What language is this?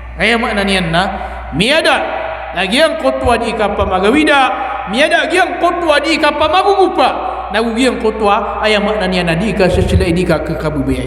Maranao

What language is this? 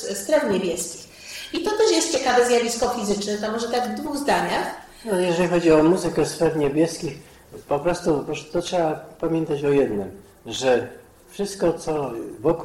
Polish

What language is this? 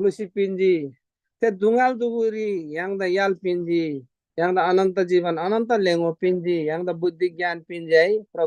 Eastern Tamang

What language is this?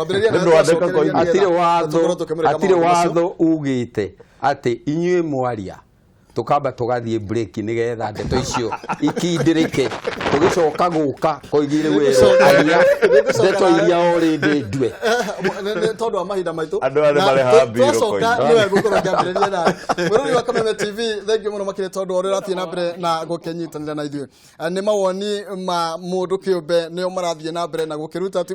Kikuyu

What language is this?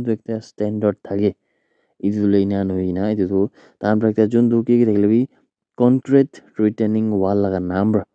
Naga Pidgin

